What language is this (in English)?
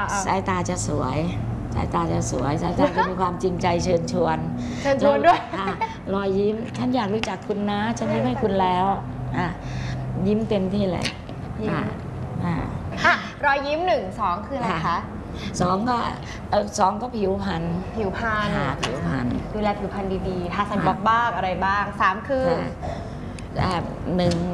Thai